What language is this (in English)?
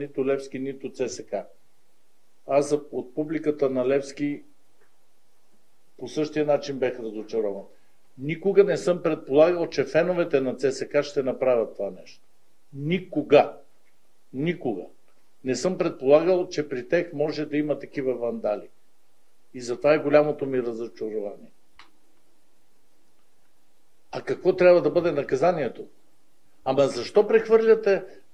Bulgarian